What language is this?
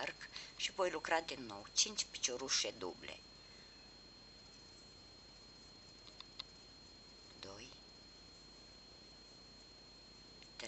Romanian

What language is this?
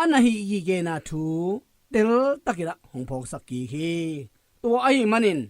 Tedim Chin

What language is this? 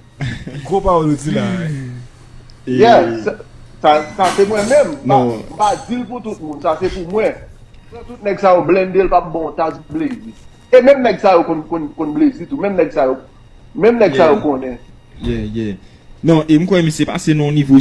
Haitian Creole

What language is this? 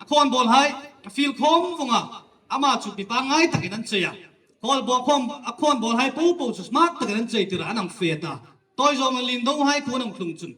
Hmar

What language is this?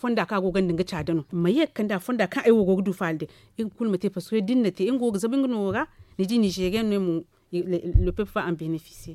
Zarma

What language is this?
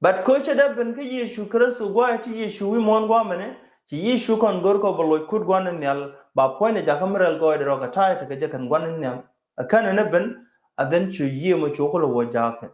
Nuer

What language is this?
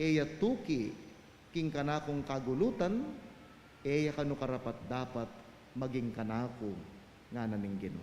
Pampanga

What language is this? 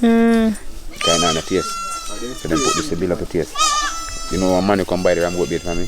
Jamaican Creole English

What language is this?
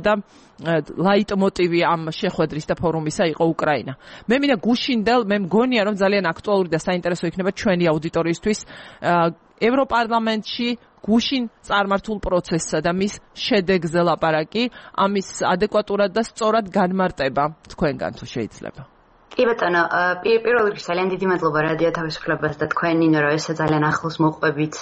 Georgian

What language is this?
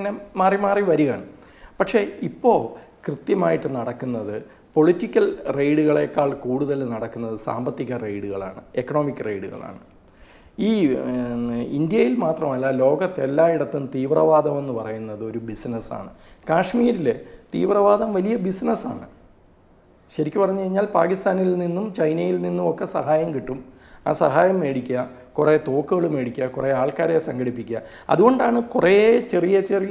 Malayalam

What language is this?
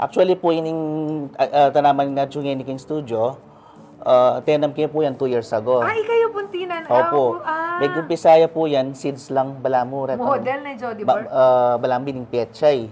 Pampanga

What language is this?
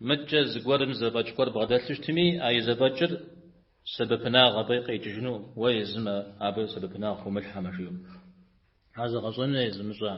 Kabardian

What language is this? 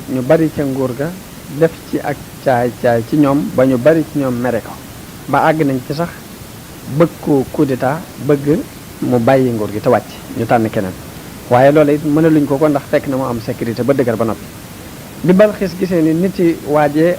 Wolof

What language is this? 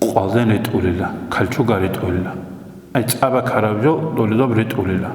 Avaric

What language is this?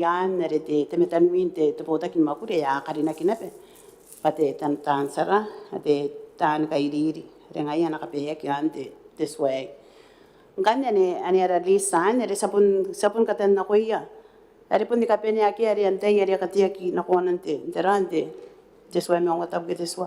Gilbertese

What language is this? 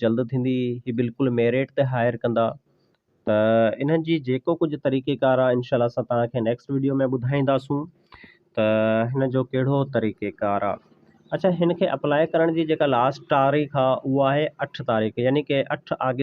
Sindhi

